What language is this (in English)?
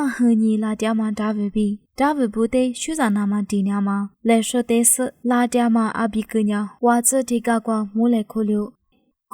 Lisu